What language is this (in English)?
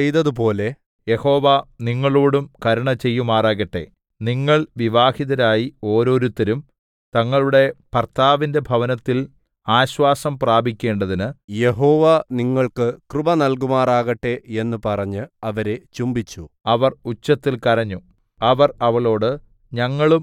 Malayalam